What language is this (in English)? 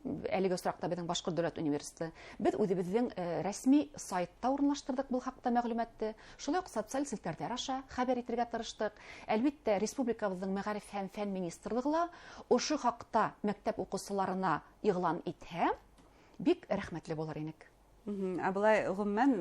Bashkir